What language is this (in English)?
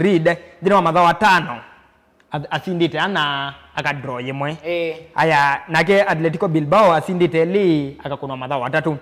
Kamba